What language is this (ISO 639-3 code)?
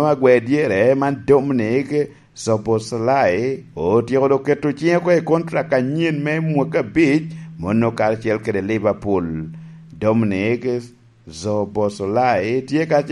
laj